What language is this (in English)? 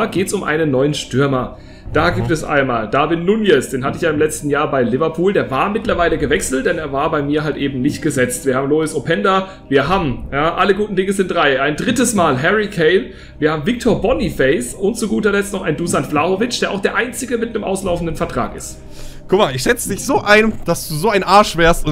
German